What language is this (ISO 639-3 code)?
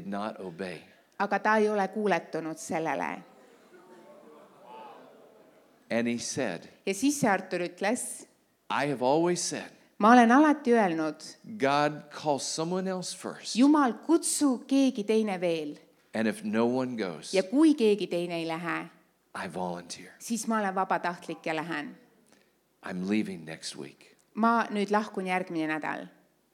est